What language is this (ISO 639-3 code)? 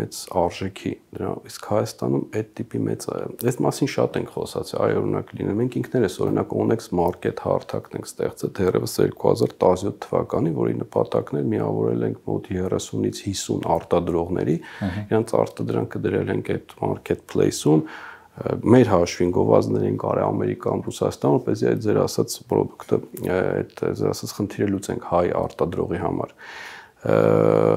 hye